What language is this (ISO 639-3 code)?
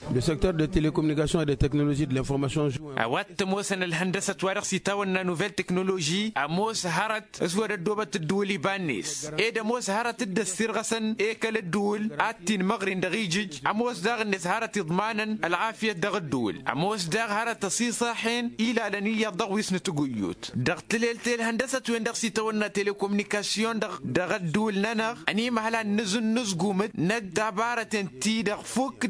taq